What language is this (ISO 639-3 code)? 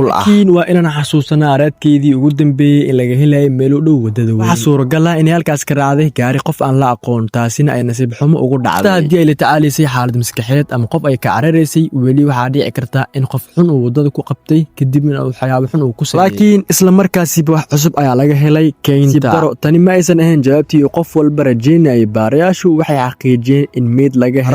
som